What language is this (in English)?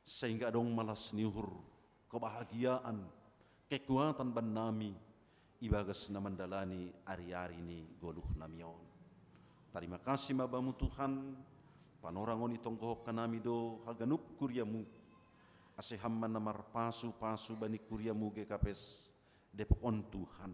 Batak Simalungun